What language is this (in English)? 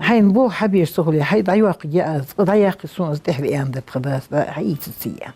Ingush